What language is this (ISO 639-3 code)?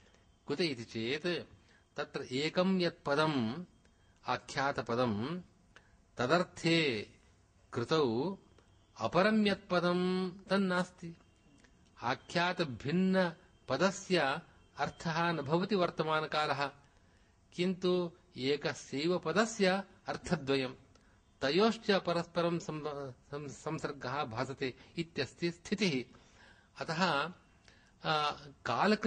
san